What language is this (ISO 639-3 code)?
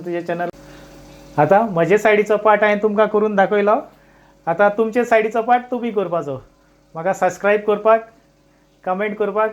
kok